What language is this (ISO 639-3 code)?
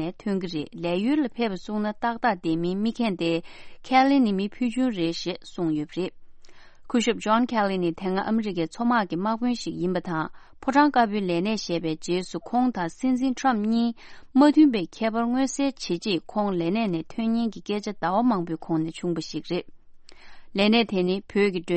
bod